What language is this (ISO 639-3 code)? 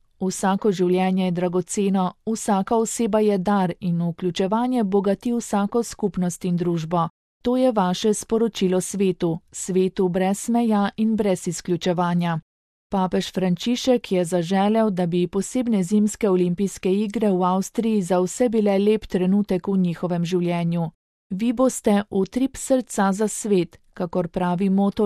slv